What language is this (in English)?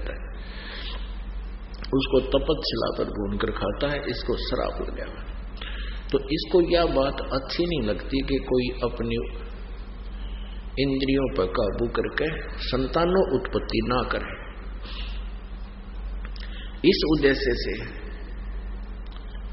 Hindi